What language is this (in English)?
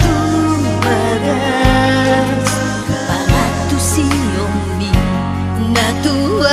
Batak Toba